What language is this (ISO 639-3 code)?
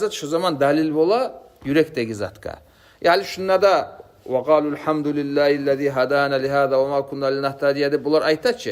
kum